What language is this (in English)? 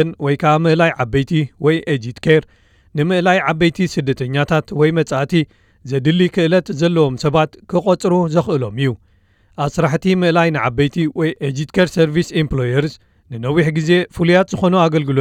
Tigrinya